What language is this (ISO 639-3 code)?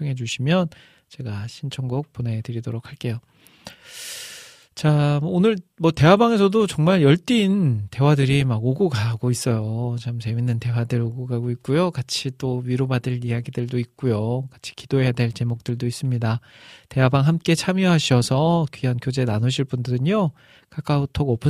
kor